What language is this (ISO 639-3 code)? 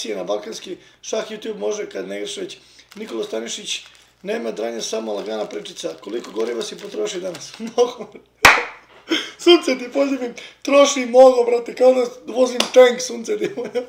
srp